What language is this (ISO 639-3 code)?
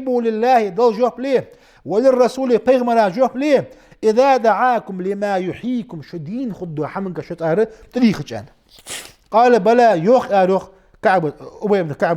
inh